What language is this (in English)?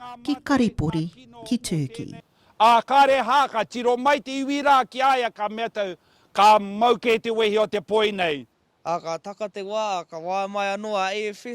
Māori